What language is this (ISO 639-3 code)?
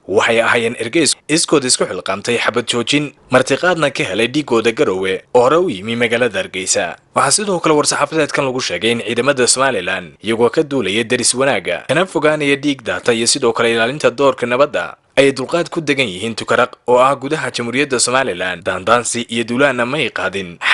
som